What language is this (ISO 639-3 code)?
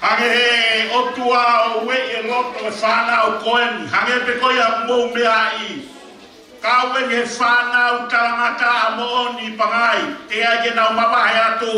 ton